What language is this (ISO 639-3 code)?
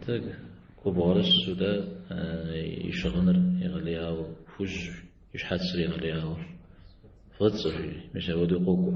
kbd